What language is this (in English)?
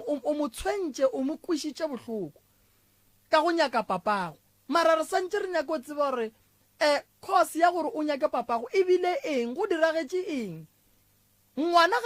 Northern Sotho